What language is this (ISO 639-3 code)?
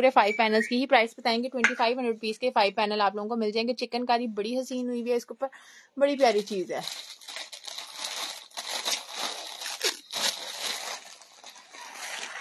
hin